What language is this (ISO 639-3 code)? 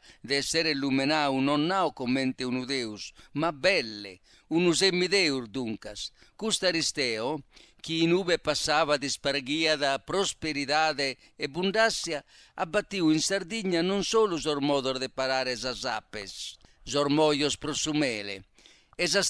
srd